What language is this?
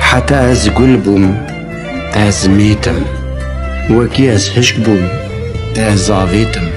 Kurdish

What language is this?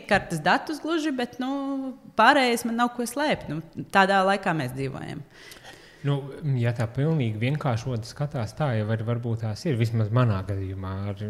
Latvian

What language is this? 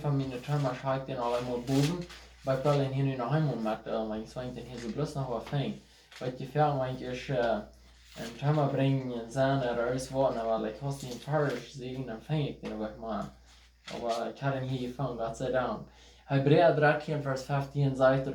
Plautdietsch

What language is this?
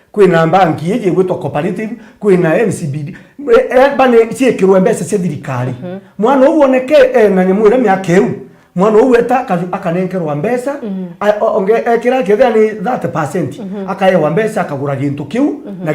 Meru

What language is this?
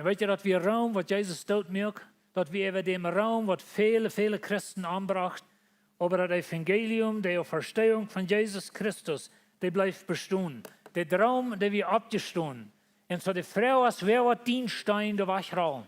Plautdietsch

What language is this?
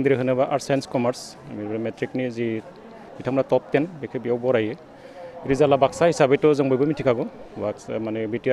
Bodo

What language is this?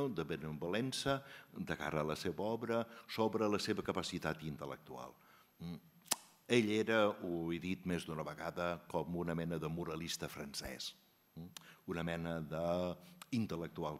Catalan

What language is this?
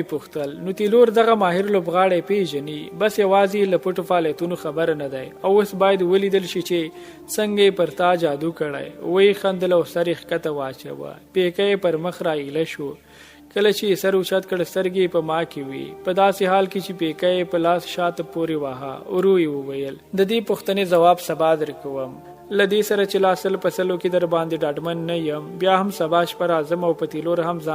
Pashto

